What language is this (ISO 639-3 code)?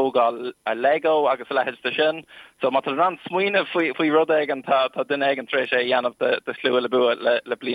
gle